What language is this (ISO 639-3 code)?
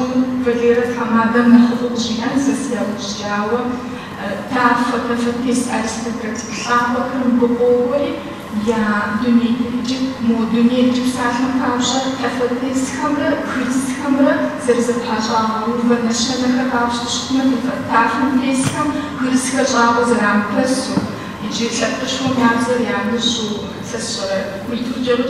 kbd